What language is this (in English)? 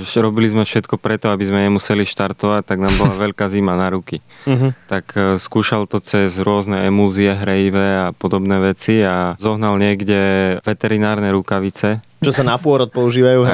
Slovak